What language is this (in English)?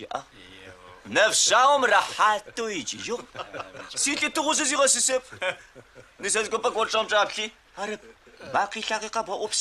Adyghe